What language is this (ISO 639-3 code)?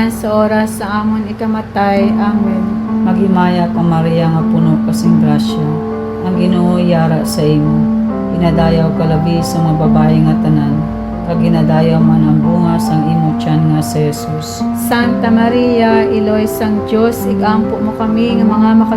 hil